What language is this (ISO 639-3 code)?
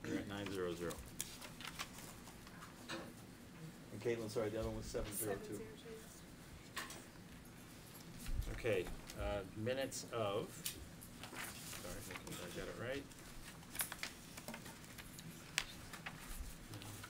eng